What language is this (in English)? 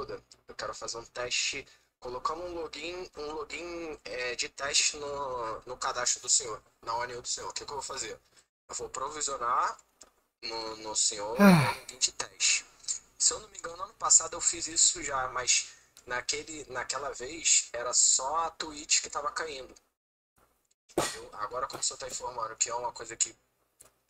Portuguese